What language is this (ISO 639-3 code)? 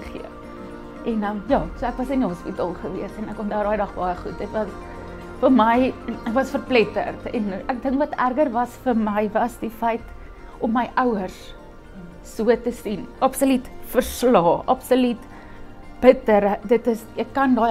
afr